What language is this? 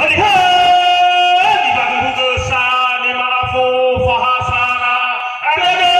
Nias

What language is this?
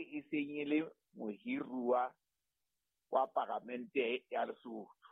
Southern Sotho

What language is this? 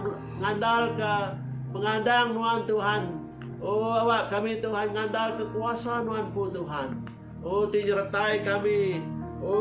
Iban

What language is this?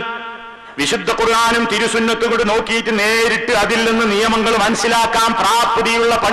Malayalam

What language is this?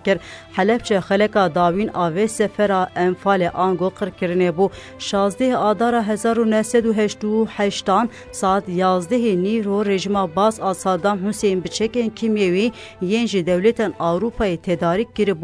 Kurdish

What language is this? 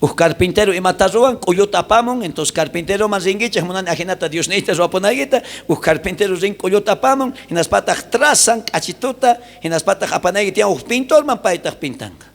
South Bolivian Quechua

